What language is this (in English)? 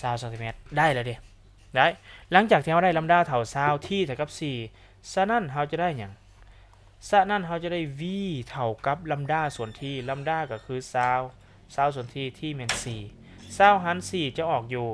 Lao